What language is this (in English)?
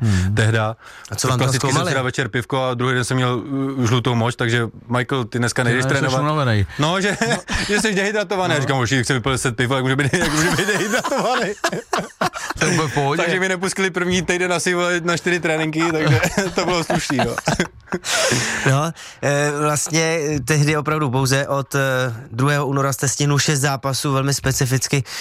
Czech